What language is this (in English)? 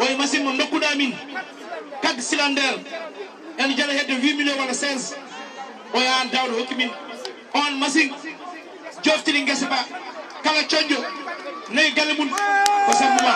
Fula